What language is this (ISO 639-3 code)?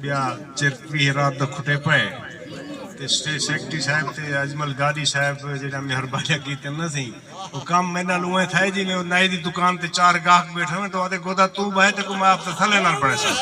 skr